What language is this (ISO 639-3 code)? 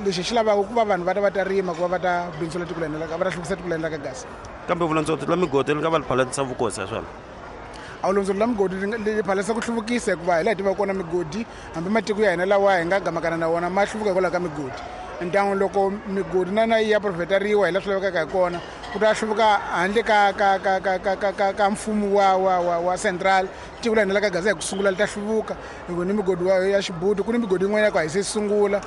tso